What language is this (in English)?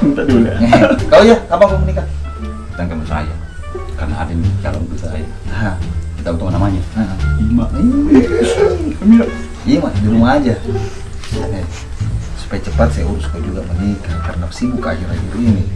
Makassar Malay